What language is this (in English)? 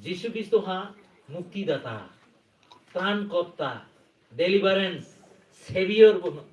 Kok Borok